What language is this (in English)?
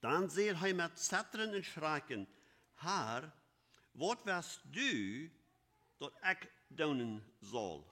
Plautdietsch